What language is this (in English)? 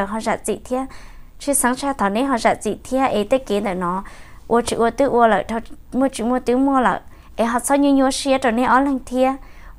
Hmong